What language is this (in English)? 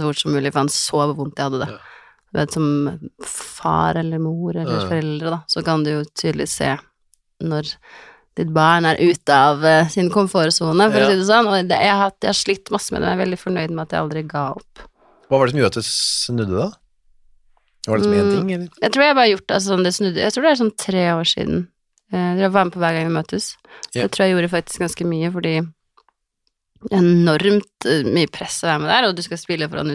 Norwegian